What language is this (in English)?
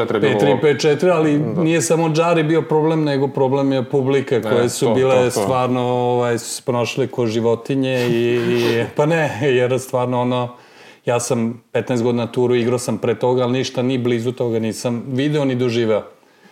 Serbian